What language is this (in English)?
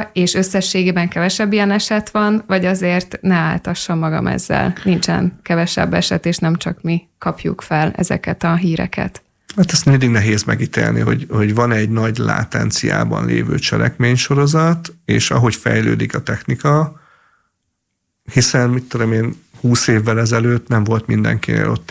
Hungarian